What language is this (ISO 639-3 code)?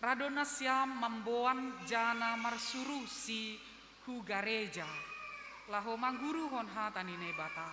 bts